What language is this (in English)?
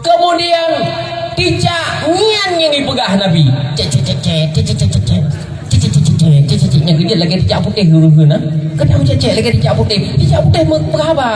Achinese